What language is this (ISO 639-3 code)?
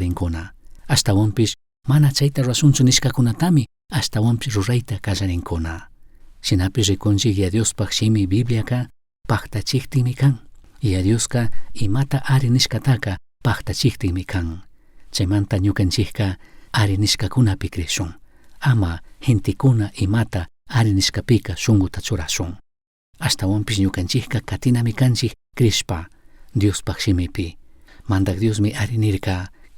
qug